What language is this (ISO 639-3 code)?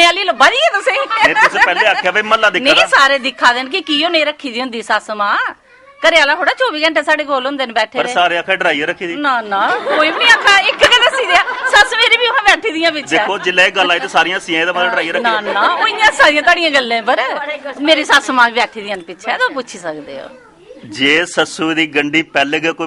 doi